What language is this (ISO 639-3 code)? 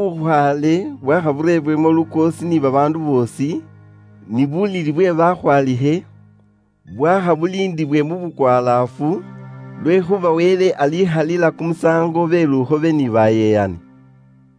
luy